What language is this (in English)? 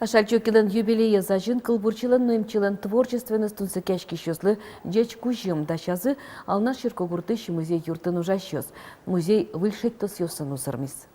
Udmurt